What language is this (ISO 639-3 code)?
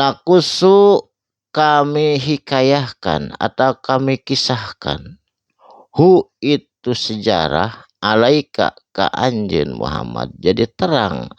sun